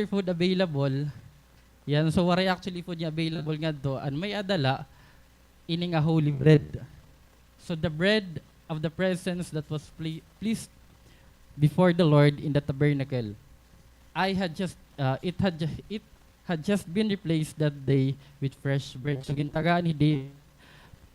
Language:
Waray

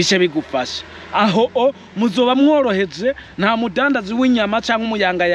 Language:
Rundi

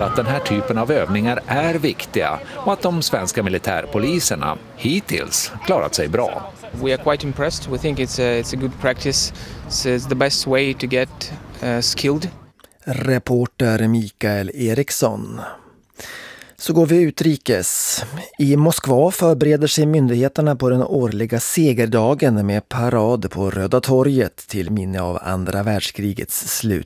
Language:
Swedish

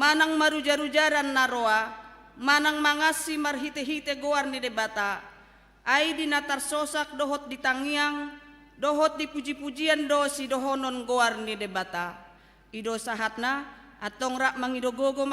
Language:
Batak Toba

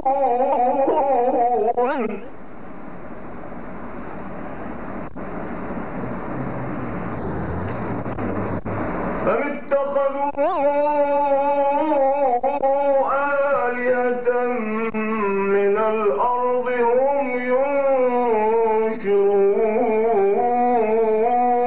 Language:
Arabic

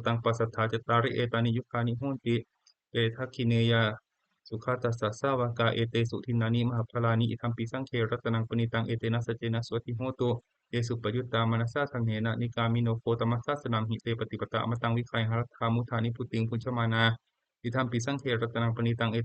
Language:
Pali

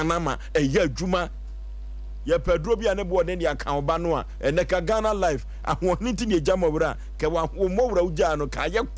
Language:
Akan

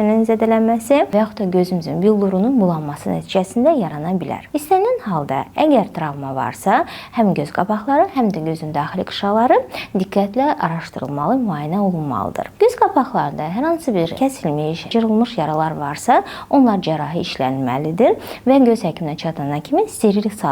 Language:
Azerbaijani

